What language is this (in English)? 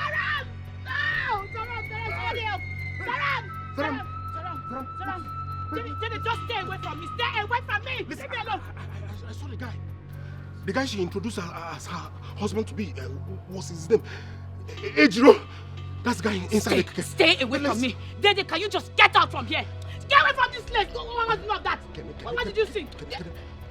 Nigerian Pidgin